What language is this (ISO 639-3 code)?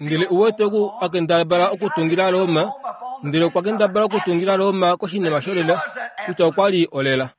kua